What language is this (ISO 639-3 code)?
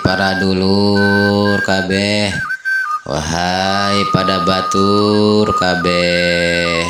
sun